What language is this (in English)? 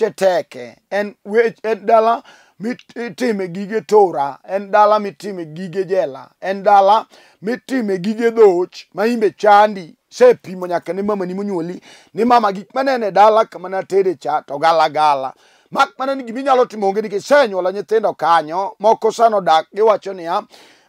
Luo (Kenya and Tanzania)